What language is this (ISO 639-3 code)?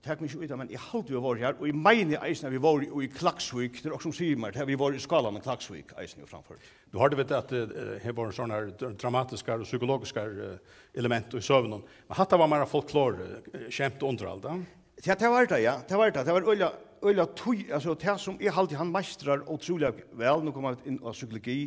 fao